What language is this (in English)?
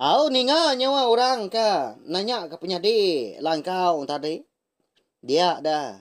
Iban